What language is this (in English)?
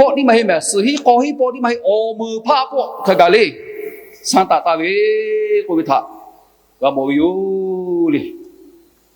Lahu